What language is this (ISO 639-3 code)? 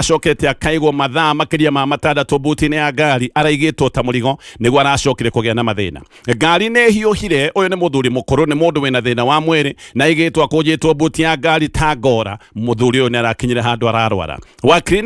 kik